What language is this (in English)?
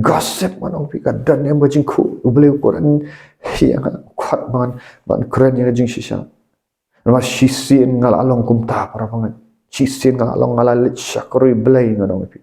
Khasi